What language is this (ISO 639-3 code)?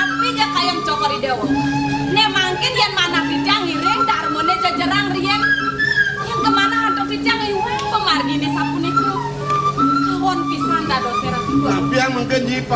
ban